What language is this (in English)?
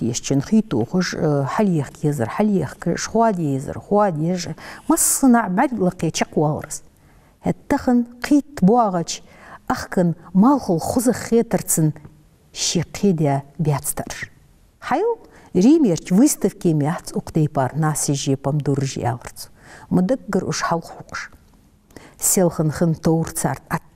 Ingush